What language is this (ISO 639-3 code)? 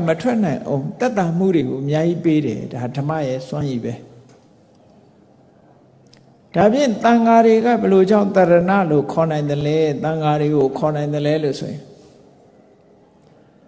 mya